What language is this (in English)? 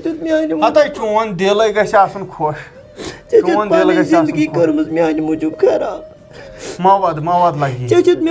Kashmiri